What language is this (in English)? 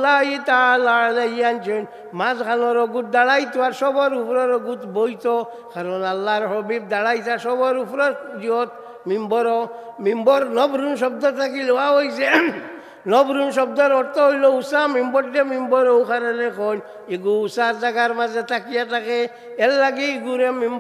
Sylheti